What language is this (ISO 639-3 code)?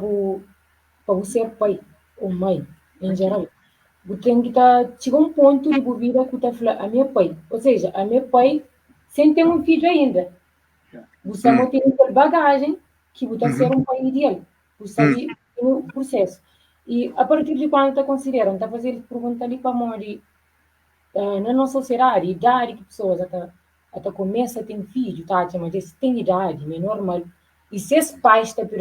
kea